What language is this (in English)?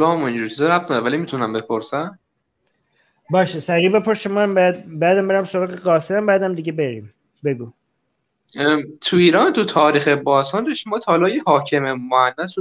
Persian